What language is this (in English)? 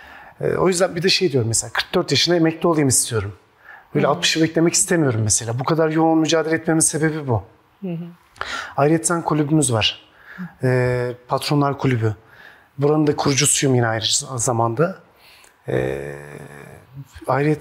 Turkish